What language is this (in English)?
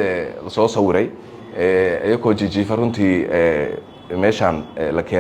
Somali